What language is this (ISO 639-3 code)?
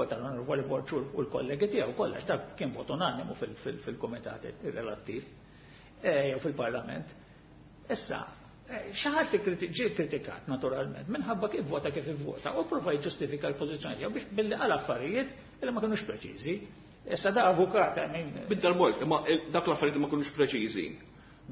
mlt